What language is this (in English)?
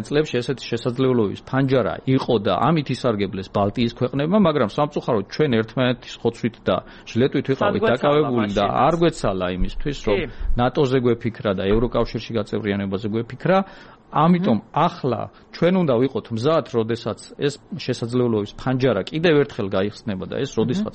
Georgian